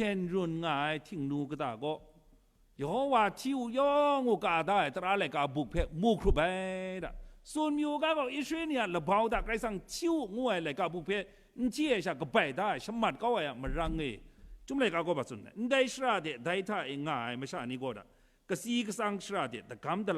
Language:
Kachin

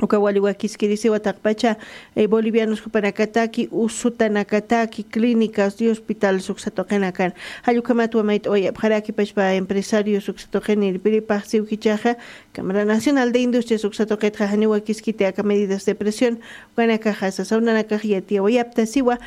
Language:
Aymara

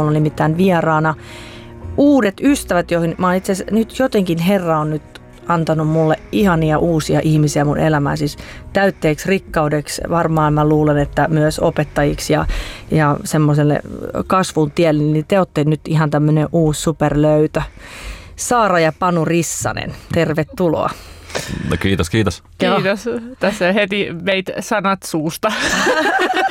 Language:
Finnish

